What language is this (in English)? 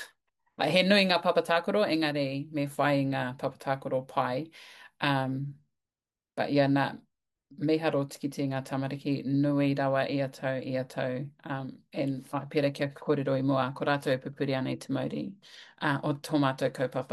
Māori